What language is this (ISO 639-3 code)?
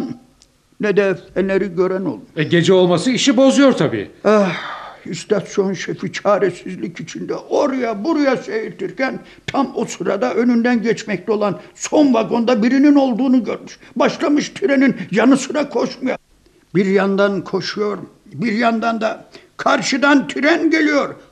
tur